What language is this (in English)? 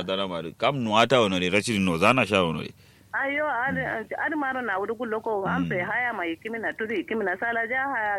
Kanuri